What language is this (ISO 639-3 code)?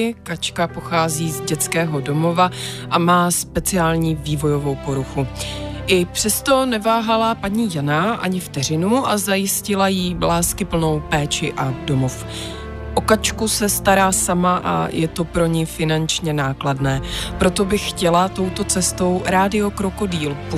ces